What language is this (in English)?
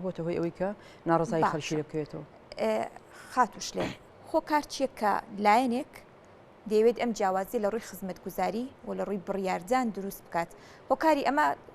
Central Kurdish